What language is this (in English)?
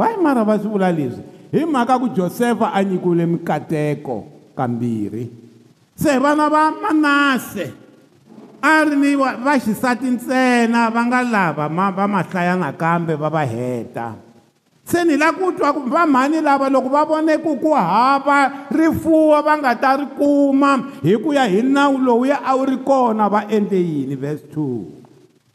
Tsonga